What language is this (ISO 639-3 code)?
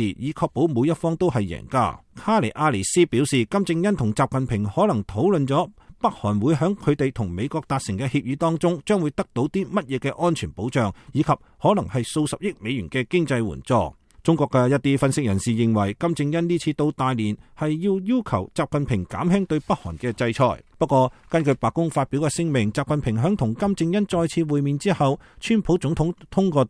yue